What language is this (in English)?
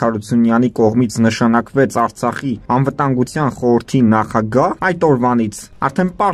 Armenian